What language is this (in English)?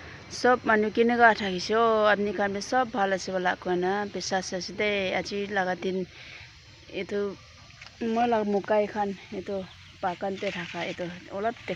Naga Pidgin